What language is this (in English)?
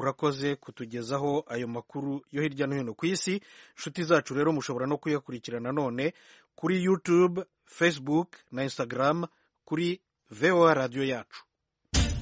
Kinyarwanda